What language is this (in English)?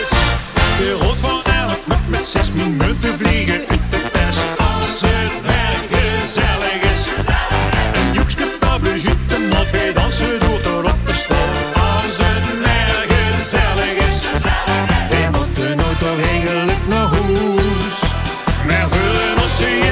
Limburgish